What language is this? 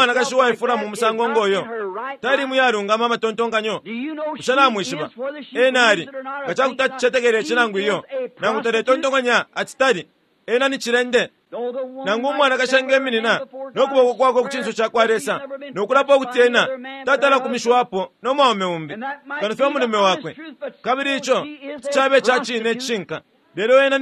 Bemba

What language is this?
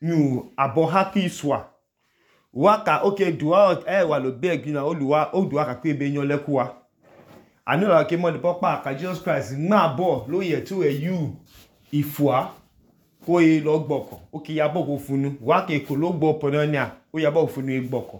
Idoma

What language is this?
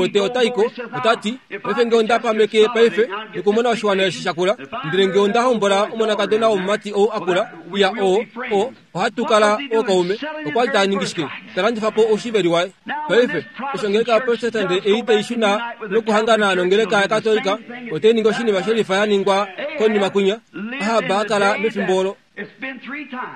Kuanyama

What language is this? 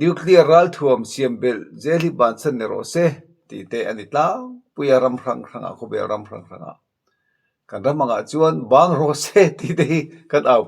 Mizo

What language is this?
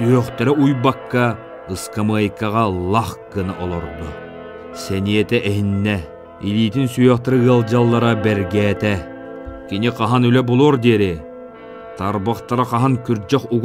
Yakut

